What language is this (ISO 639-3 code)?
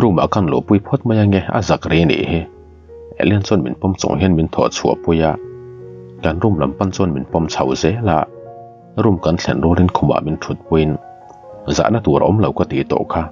lus